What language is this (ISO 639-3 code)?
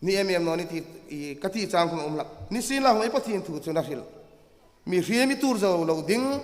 hmr